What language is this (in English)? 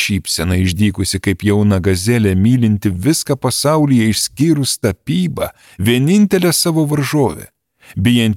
Lithuanian